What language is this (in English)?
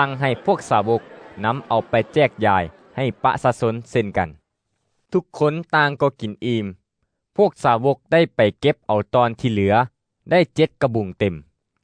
Lao